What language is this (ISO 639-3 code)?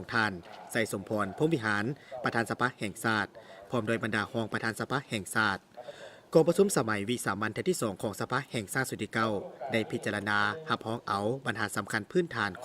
lao